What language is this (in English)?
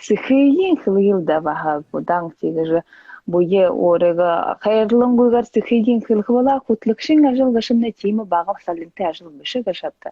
Buriat